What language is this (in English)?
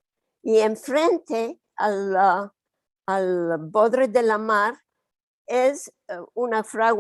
Ladino